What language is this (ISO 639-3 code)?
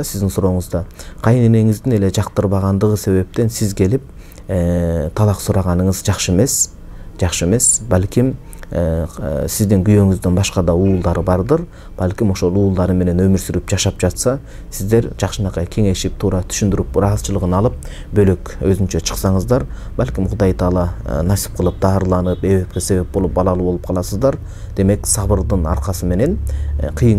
kir